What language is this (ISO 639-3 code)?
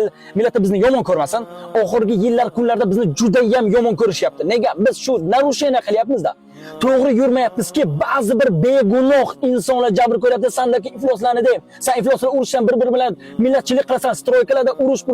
uzb